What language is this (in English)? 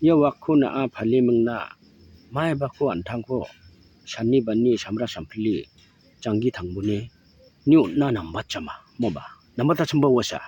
Garo